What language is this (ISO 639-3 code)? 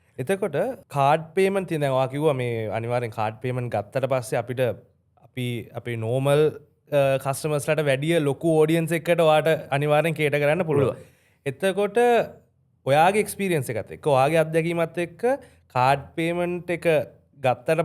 sin